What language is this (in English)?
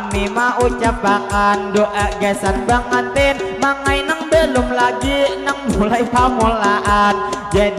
Banjar